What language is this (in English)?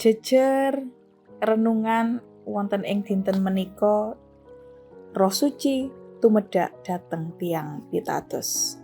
Javanese